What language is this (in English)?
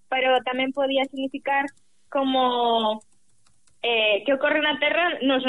Galician